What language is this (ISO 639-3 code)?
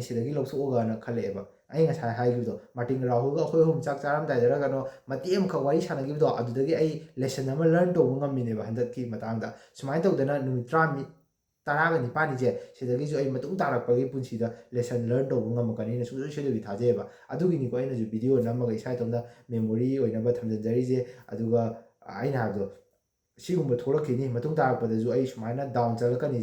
mni